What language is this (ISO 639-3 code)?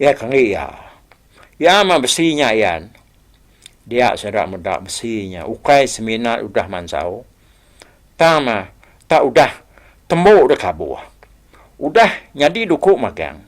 iba